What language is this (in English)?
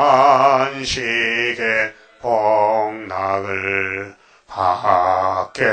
Korean